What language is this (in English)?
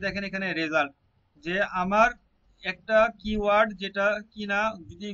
Bangla